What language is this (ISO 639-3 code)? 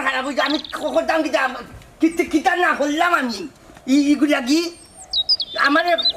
syl